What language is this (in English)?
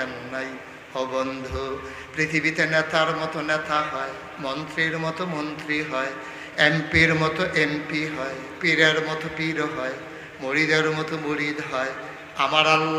Bangla